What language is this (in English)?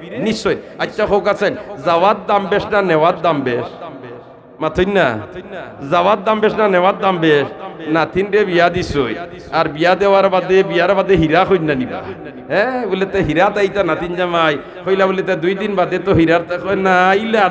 Sylheti